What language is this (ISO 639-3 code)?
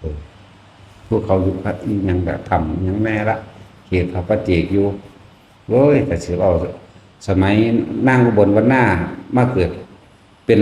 tts